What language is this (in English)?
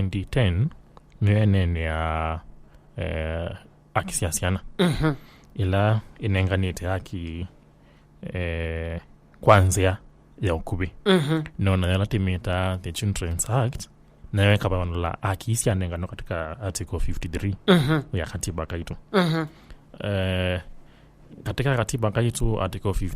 Kamba